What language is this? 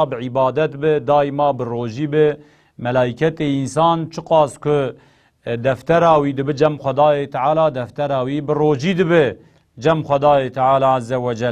Kurdish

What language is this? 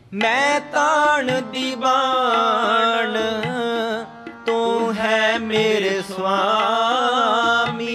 Punjabi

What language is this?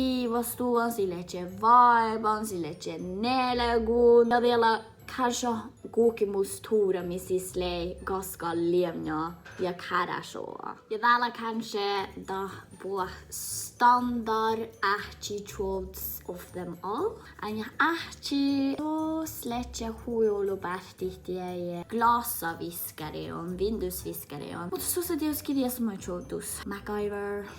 Northern Sami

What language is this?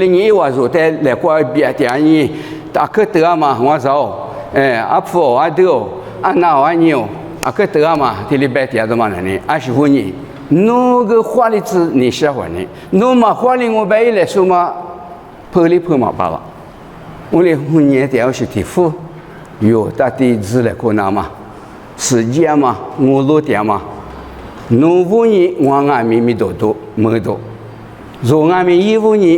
Lisu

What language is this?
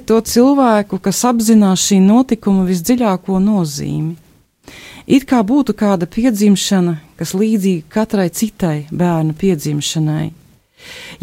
Latvian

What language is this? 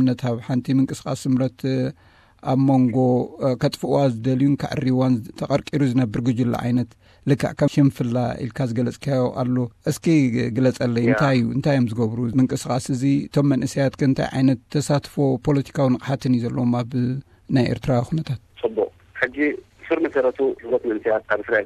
Tigrinya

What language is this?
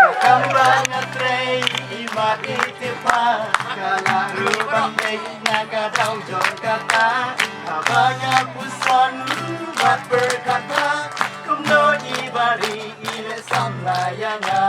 Khasi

